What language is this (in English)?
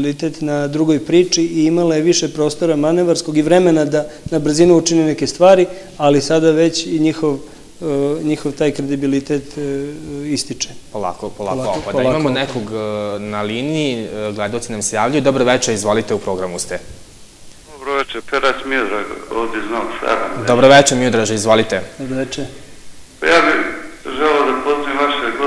Serbian